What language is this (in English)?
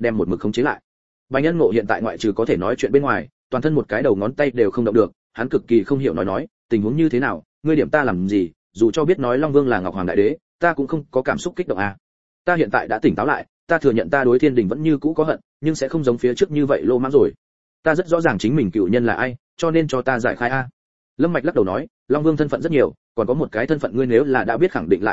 Vietnamese